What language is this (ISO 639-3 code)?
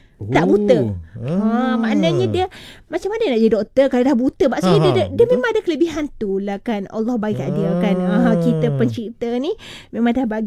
msa